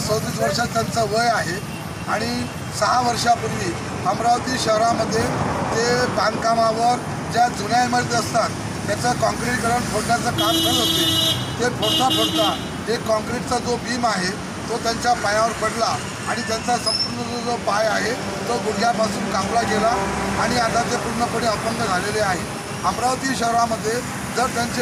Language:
Marathi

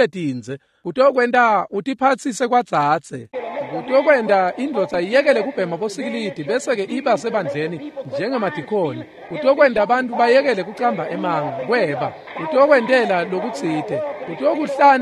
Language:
Swati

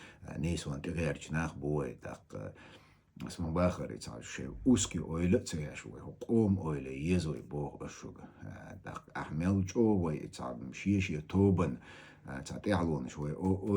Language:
Chechen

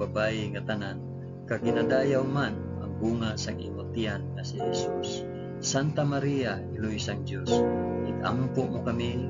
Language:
Hiligaynon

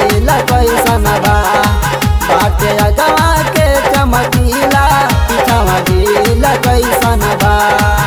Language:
Bhojpuri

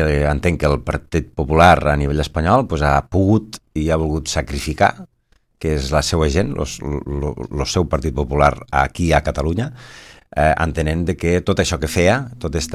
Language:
Catalan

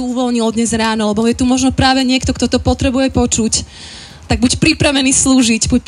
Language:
Slovak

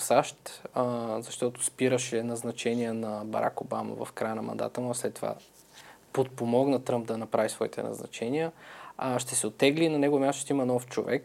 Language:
Bulgarian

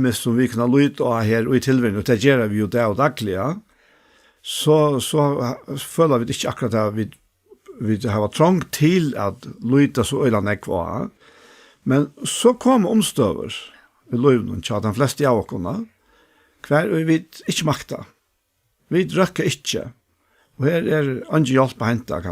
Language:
Faroese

